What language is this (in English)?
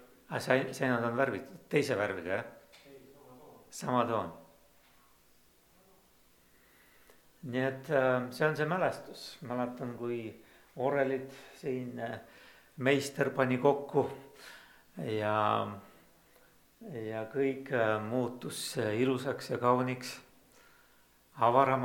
Estonian